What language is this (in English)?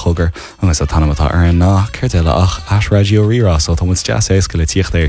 Irish